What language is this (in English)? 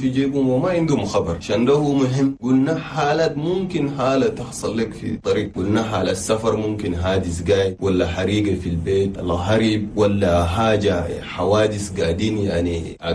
Chadian Arabic